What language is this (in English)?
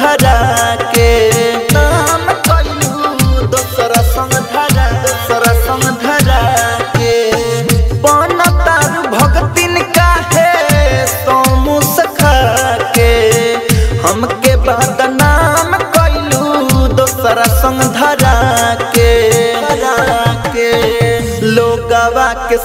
Bhojpuri